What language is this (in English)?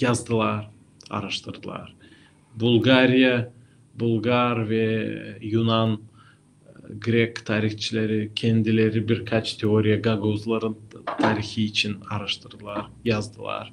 Gagauz